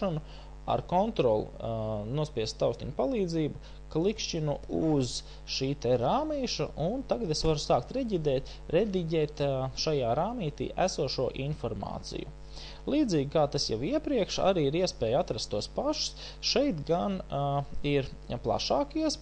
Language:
Latvian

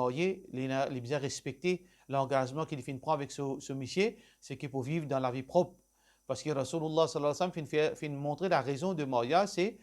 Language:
Morisyen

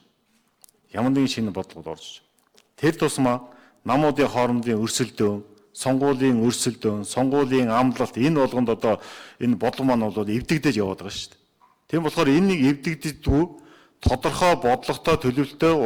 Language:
Mongolian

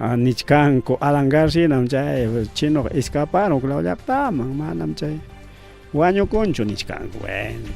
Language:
Ayacucho Quechua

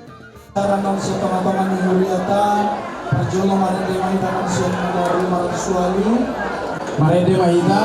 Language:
Batak Toba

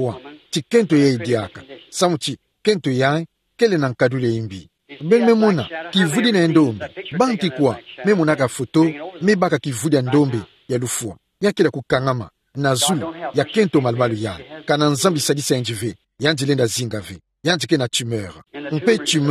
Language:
Kituba (Democratic Republic of Congo)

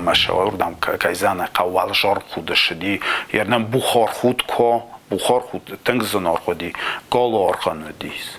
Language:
Ossetic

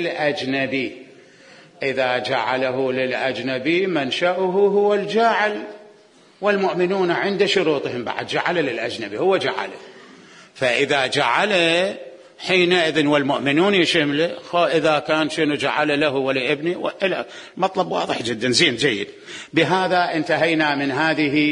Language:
Mesopotamian Arabic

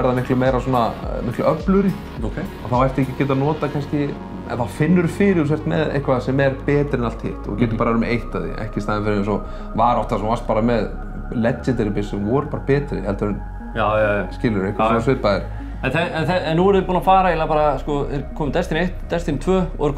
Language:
Icelandic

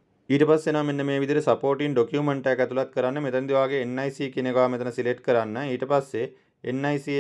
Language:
Sinhala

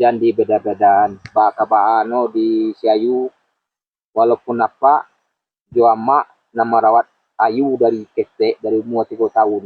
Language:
Minangkabau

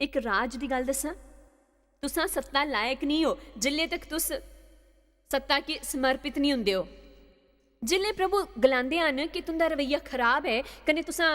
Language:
Dogri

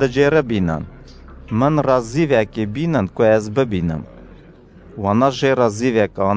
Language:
Kurdish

